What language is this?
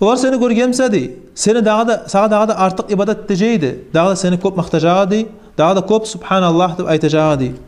Kumyk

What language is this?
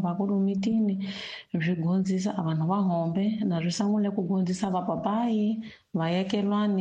Tsonga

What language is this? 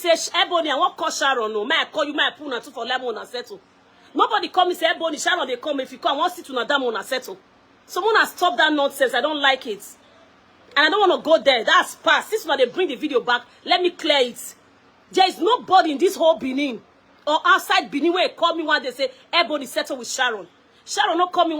Nigerian Pidgin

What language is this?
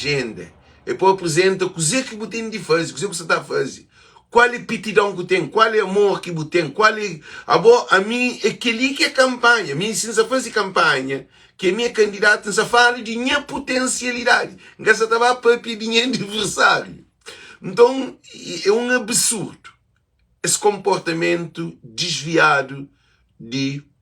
Kabuverdianu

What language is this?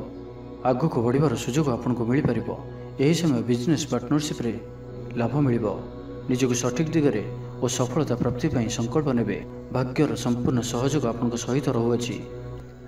Odia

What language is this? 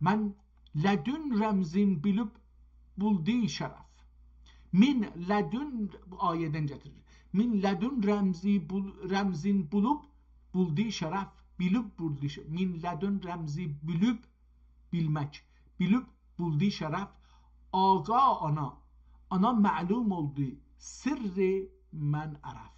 South Azerbaijani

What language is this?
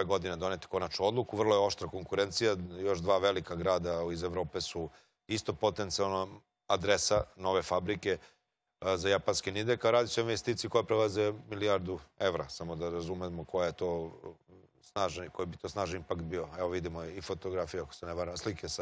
Serbian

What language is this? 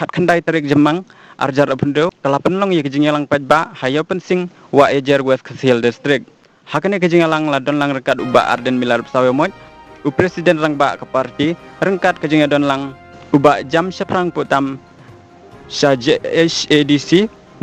Khasi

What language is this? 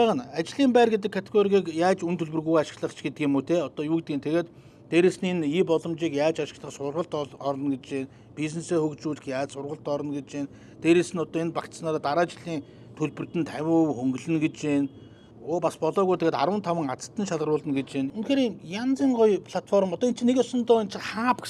Mongolian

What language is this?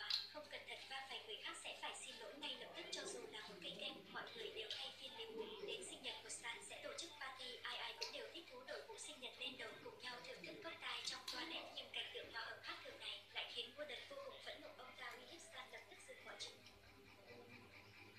Vietnamese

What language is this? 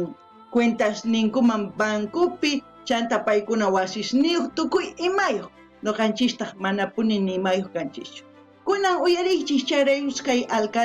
South Bolivian Quechua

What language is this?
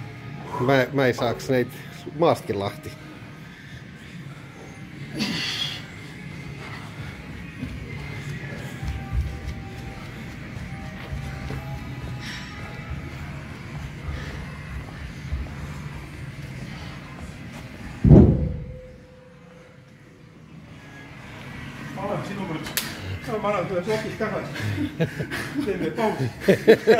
Estonian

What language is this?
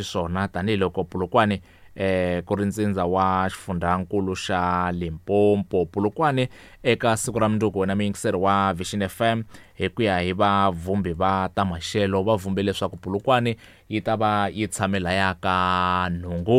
Tsonga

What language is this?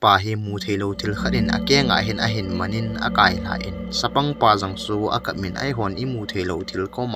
Thado Chin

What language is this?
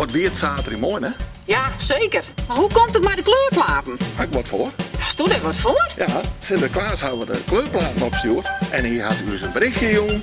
Western Frisian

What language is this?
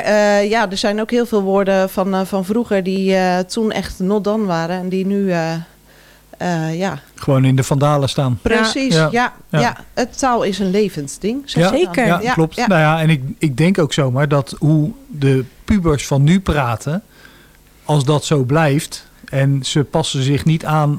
Dutch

